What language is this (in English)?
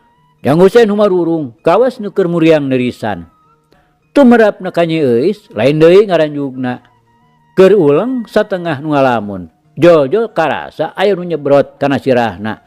Sundanese